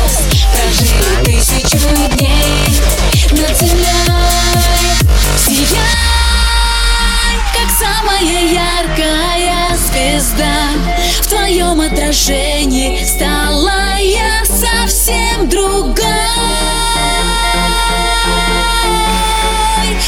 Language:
Russian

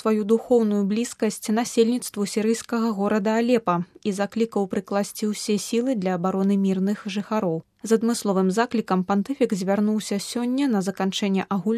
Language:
Belarusian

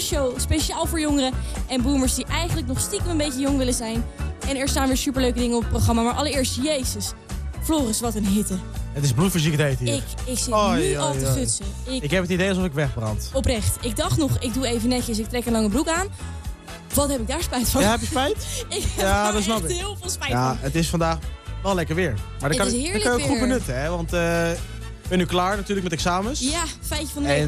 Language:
Dutch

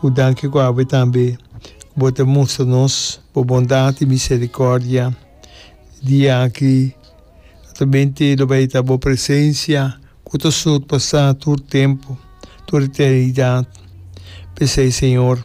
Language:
Papiamento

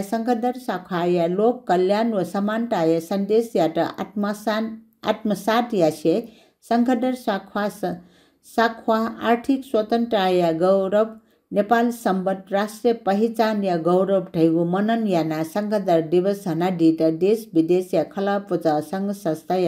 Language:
Newari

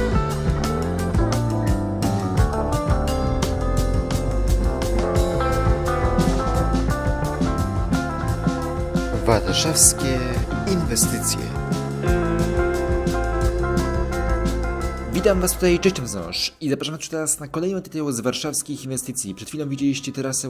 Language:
Polish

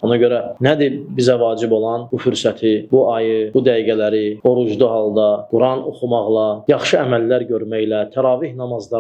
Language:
Azerbaijani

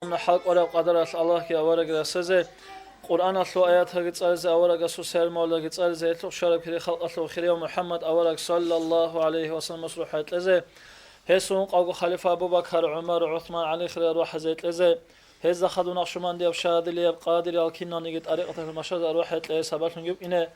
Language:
Avaric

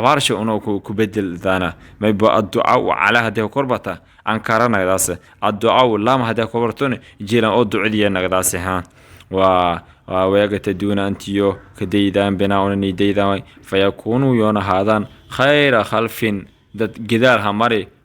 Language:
Somali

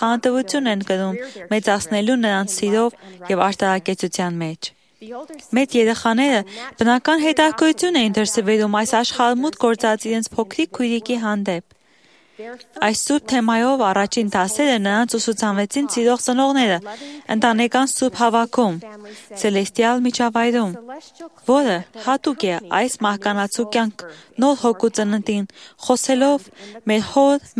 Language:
Armenian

